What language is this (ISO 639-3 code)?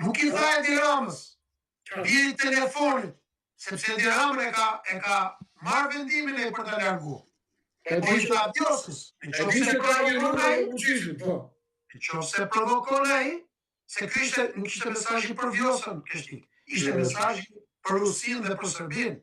sqi